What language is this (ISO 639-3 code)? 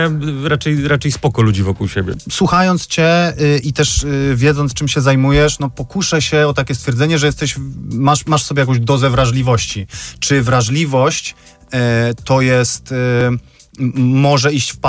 pol